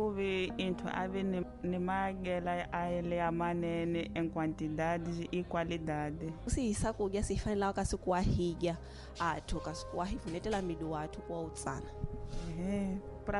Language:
Tsonga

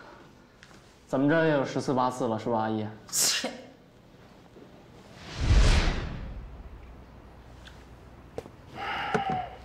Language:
Chinese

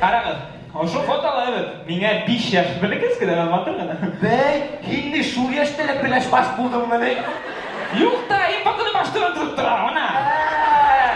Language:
Bashkir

